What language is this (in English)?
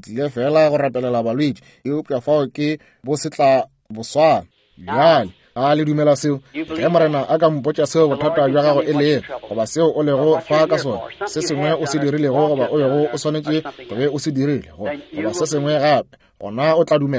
Northern Sotho